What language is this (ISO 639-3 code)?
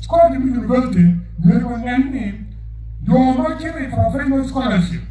ach